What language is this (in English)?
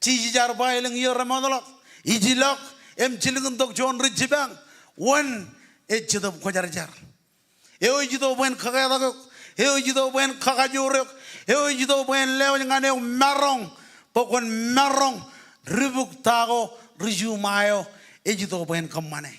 Marshallese